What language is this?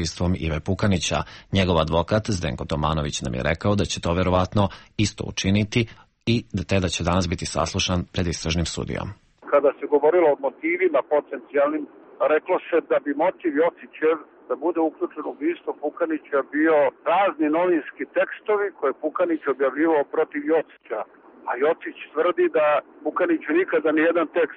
Serbian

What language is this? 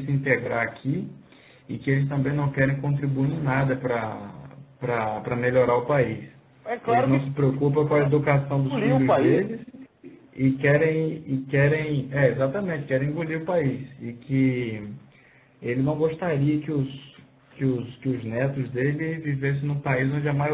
Portuguese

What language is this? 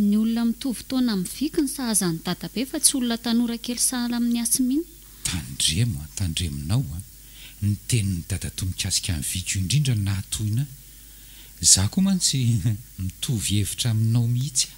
Malagasy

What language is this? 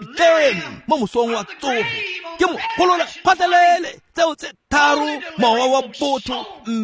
Tswana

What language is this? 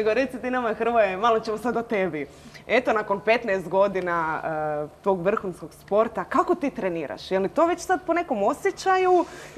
Croatian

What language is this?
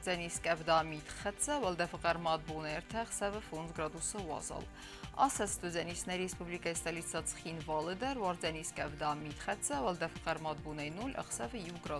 Ossetic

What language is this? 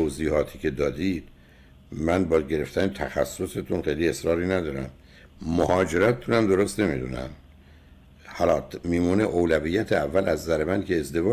Persian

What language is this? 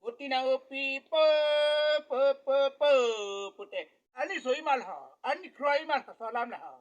Karbi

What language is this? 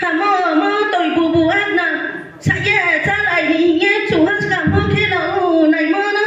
Riang (India)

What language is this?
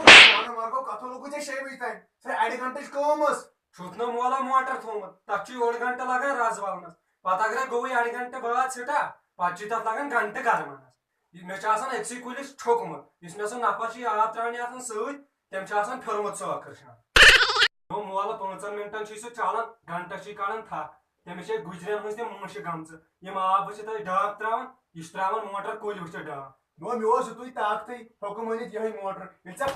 Kashmiri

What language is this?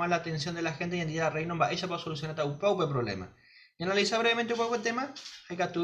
Guarani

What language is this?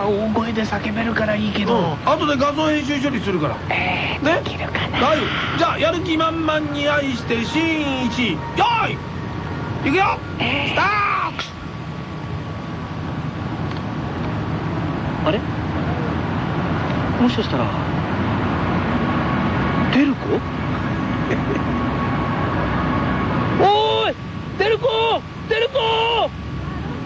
Japanese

